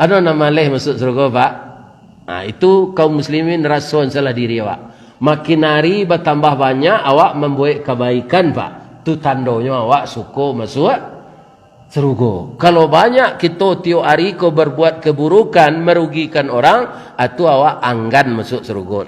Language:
Minangkabau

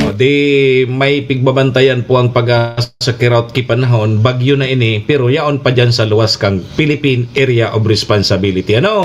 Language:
Bikol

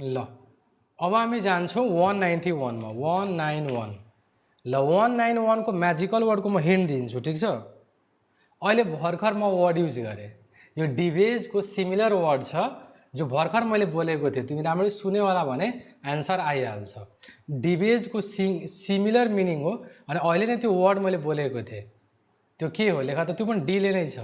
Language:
Nepali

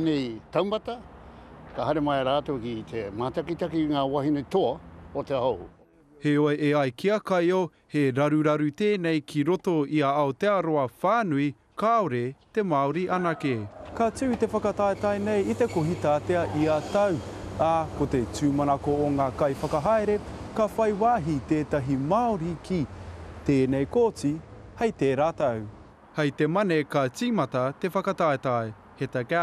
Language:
Māori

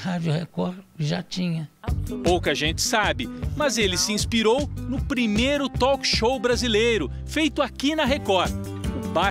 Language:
Portuguese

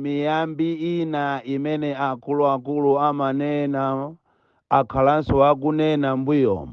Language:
Nyanja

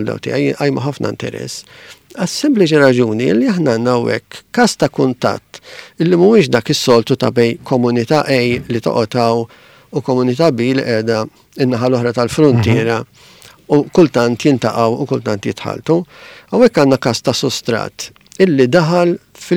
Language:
Maltese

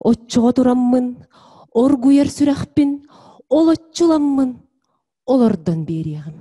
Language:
Yakut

